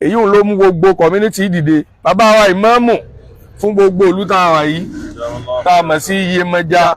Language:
Yoruba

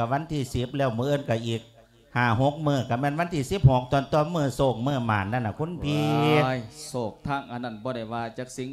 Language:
Lao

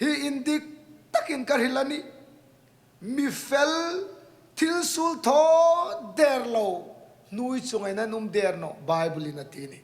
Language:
Hmar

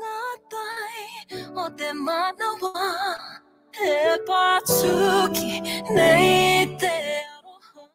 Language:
Māori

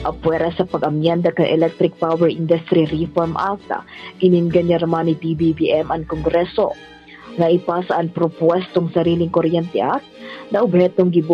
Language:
Bikol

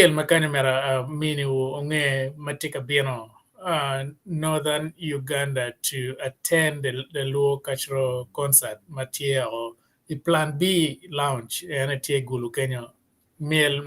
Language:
Acoli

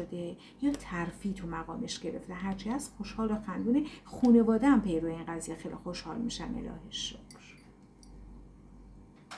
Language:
Persian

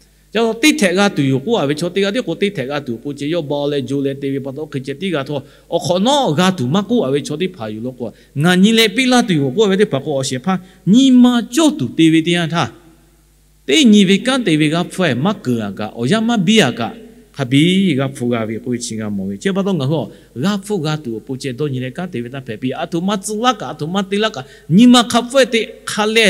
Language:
Lahu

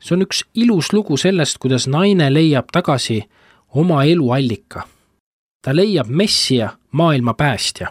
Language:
Estonian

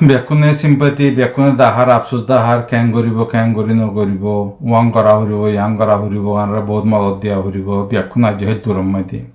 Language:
Rohingya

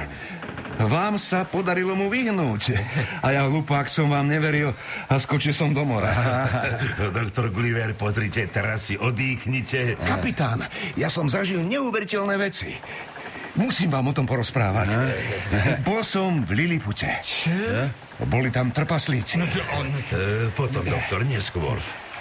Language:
Slovak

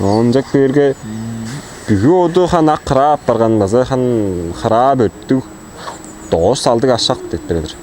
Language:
Tuvinian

